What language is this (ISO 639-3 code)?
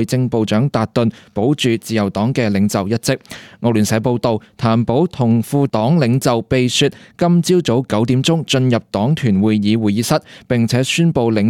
yue